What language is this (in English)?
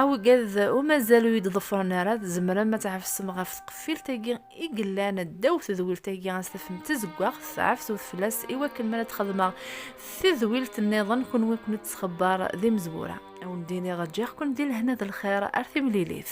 Kabyle